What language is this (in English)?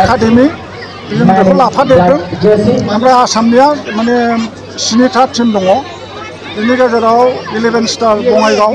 Bodo